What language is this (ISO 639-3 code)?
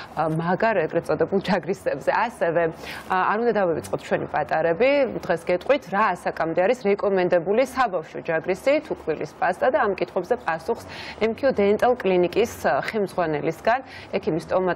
kat